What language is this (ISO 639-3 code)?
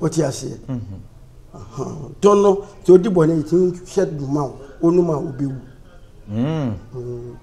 aka